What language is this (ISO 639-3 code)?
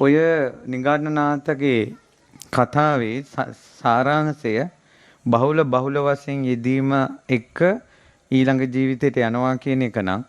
sin